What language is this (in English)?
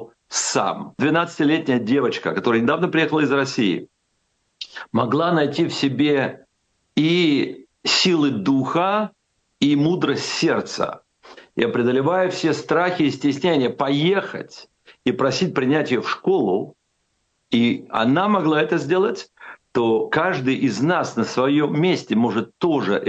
Russian